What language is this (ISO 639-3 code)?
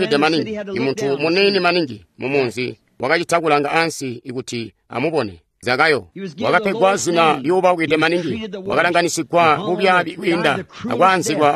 toi